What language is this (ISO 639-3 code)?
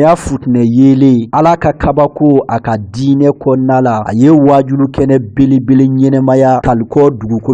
bam